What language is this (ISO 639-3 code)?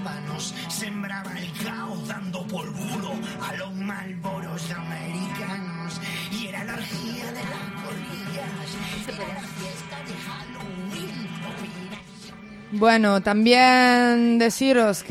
spa